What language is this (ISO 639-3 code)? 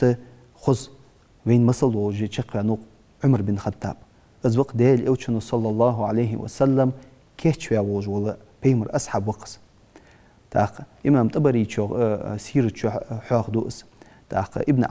inh